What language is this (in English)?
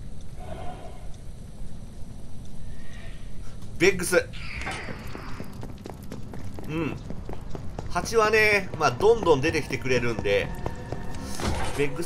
Japanese